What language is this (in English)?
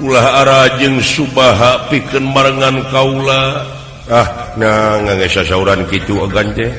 Sundanese